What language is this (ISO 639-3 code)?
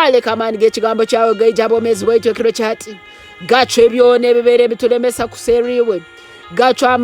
ttj